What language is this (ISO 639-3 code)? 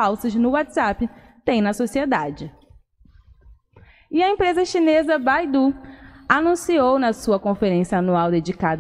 por